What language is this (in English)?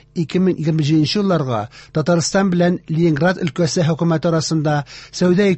Tatar